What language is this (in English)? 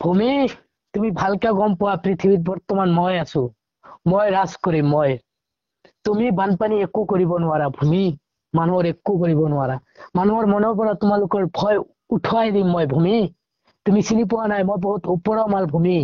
Assamese